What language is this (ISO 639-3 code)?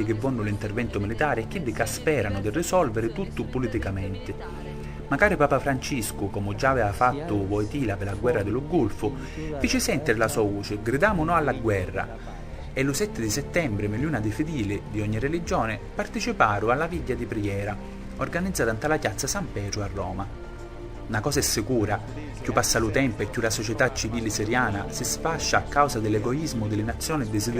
scn